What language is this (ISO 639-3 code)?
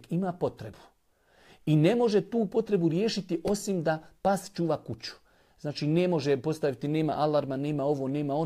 bos